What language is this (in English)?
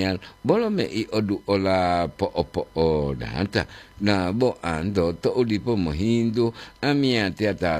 Gorontalo